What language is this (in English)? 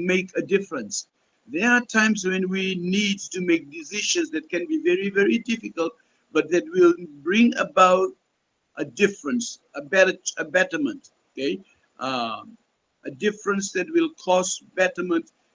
Pohnpeian